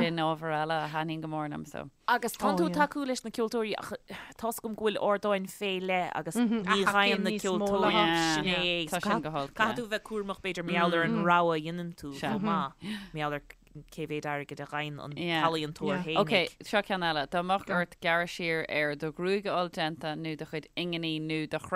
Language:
Irish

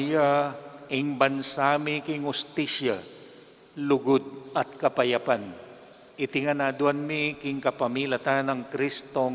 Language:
Pampanga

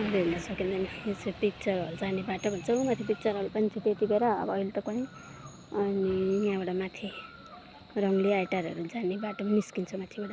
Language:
Nepali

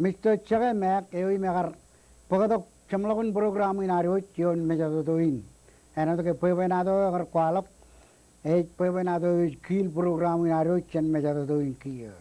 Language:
Marshallese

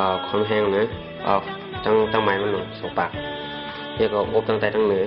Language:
Shan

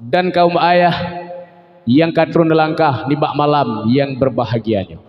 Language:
Achinese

